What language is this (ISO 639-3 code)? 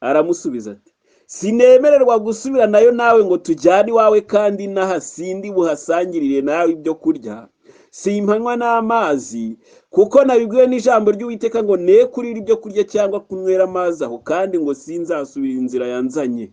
kin